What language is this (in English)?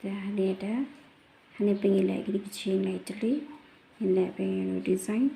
Khasi